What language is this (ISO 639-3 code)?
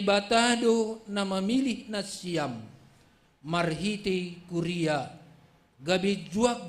bts